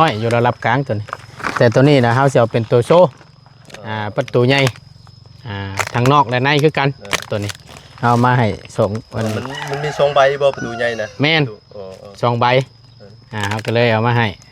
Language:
Northeastern Thai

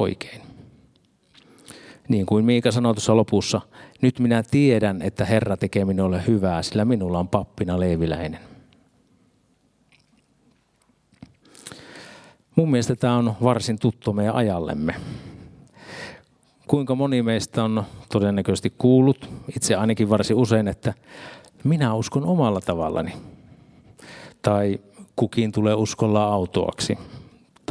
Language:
Finnish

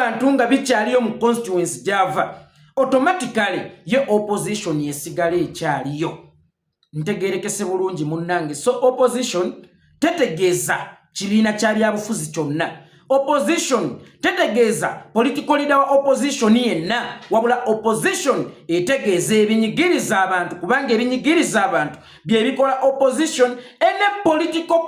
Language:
Ganda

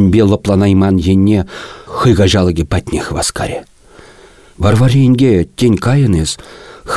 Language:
Chuvash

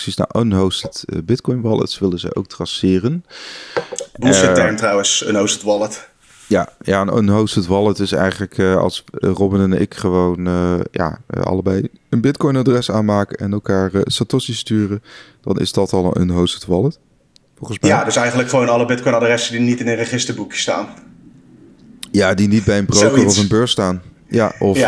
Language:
Dutch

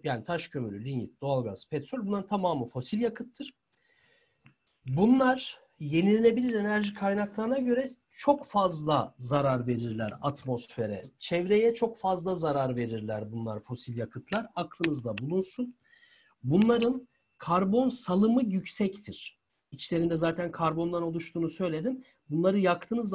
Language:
Turkish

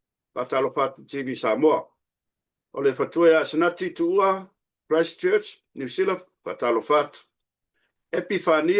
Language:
Samoan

